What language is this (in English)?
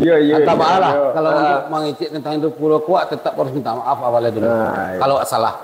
Minangkabau